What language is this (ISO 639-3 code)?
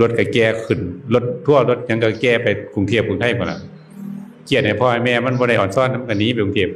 tts